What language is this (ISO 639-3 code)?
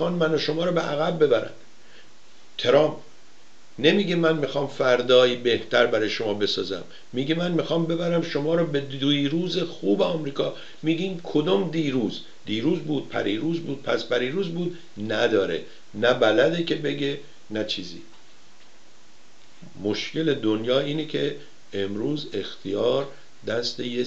fas